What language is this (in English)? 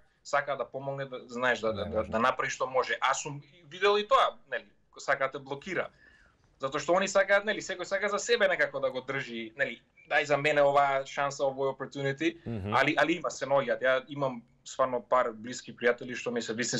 Macedonian